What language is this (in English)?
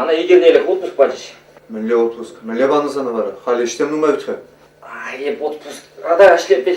Chuvash